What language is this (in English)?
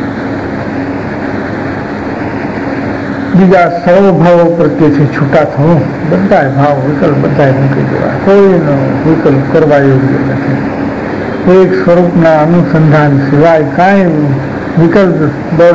Gujarati